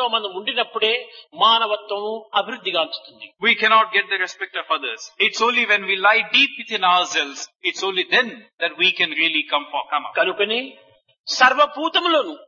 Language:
Telugu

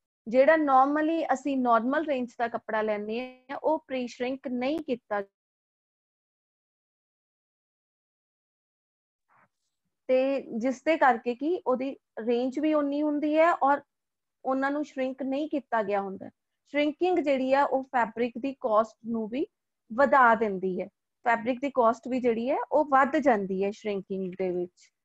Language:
Punjabi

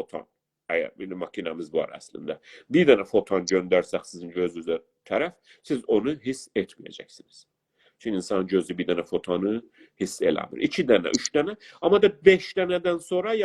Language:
South Azerbaijani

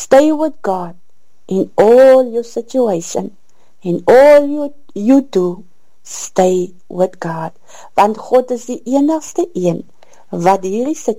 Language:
Afrikaans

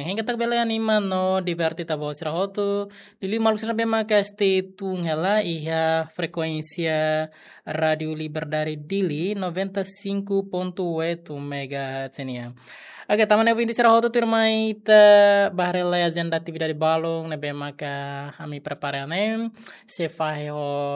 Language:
Tetum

